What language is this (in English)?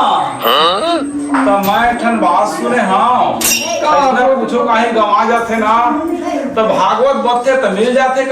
Chhattisgarhi